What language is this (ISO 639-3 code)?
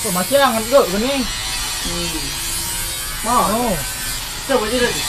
mui